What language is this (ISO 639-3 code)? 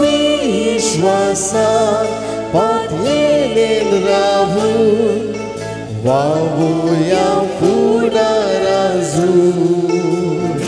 kok